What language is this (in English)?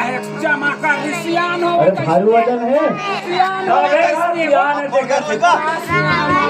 Chhattisgarhi